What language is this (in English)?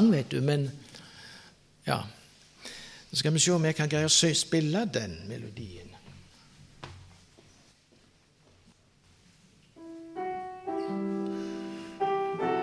Norwegian